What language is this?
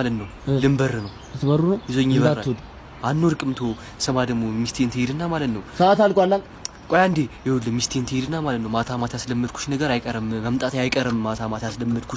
Amharic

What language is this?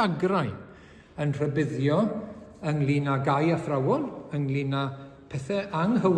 Welsh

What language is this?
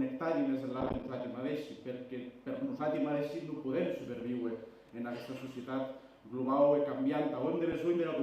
Occitan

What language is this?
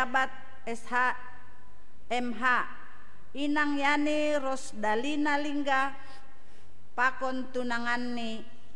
Batak Simalungun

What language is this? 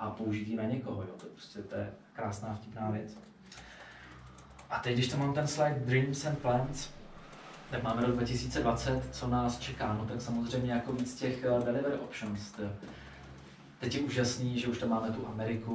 Czech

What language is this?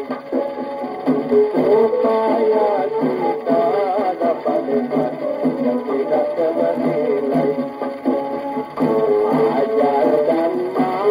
Malay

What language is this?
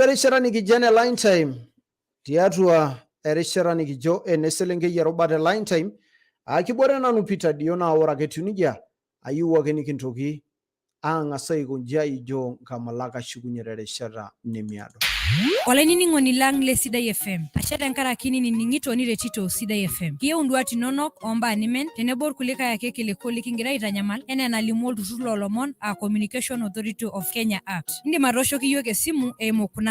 Masai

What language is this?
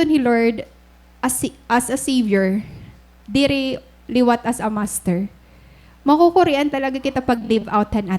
Waray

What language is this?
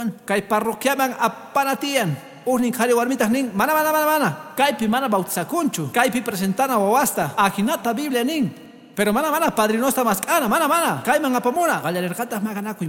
Quechua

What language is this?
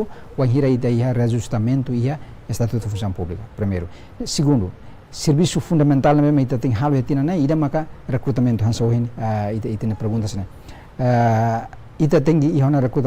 Tetum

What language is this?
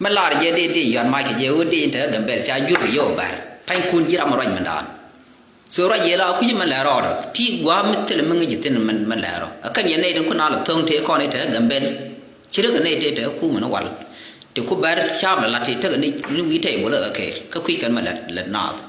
Nuer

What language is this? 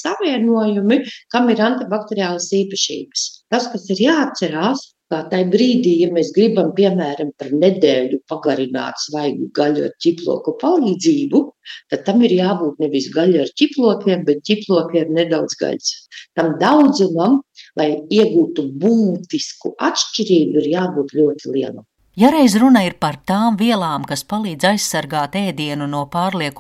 Latvian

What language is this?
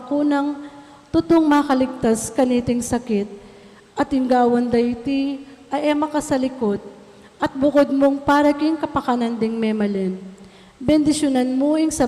Pampanga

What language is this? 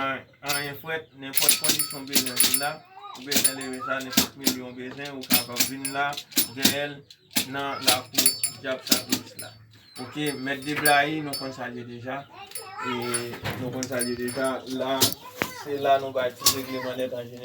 Haitian Creole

